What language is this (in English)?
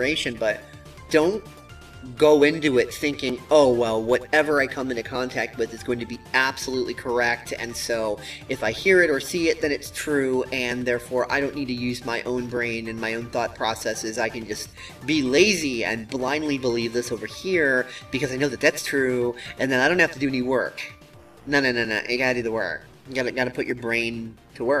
English